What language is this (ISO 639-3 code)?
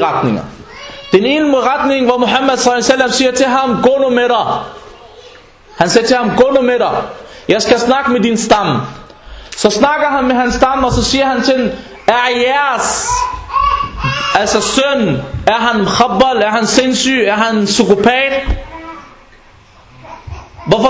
dan